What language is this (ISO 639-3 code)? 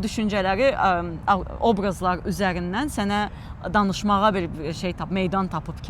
aze